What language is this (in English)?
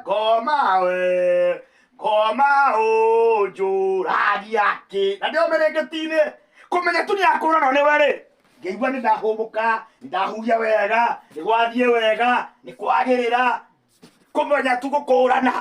Kikuyu